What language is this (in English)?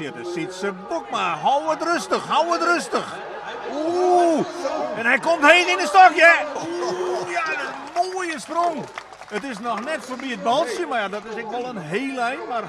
Western Frisian